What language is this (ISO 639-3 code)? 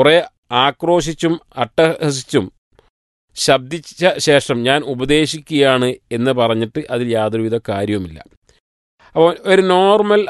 mal